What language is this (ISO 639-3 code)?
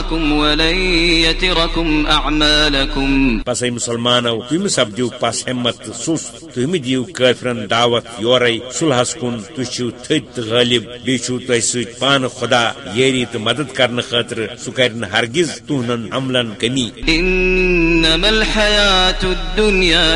kas